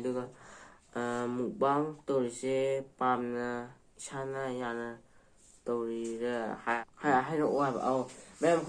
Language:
Manipuri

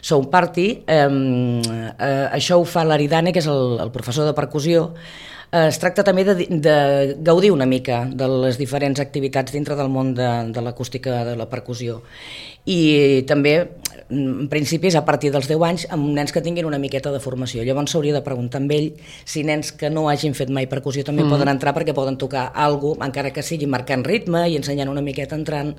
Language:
Catalan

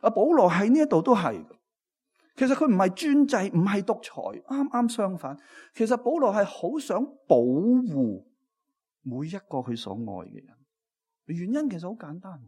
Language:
Cantonese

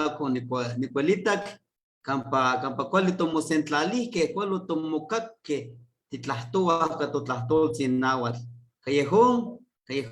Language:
Eastern Huasteca Nahuatl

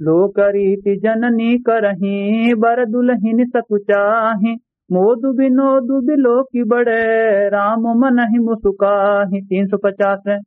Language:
Awadhi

